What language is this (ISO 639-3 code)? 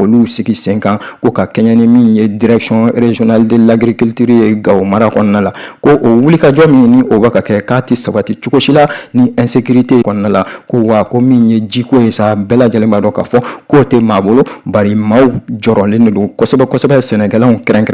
bam